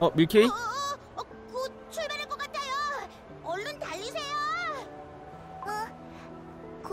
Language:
Korean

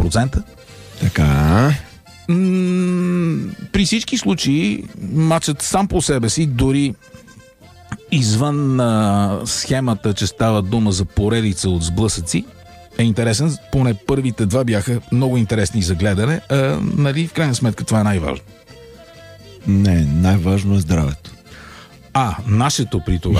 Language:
Bulgarian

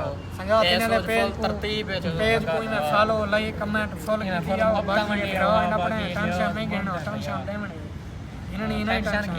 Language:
Saraiki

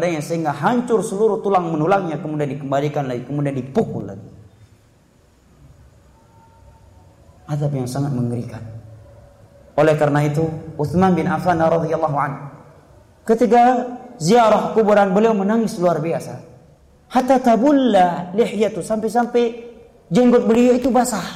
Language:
Indonesian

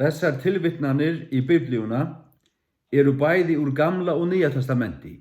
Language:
Faroese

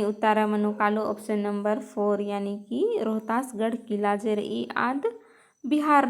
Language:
Kurukh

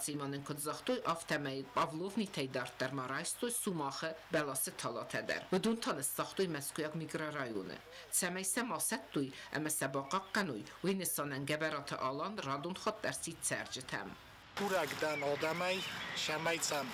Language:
Ossetic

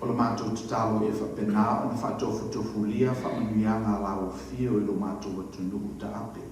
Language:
Samoan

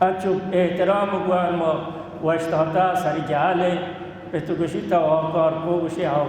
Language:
Baluchi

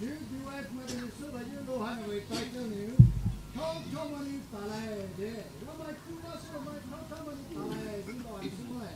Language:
Poumei Naga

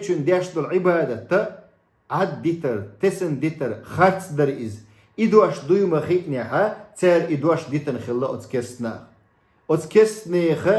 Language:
Chechen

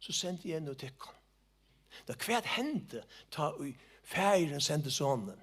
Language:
Faroese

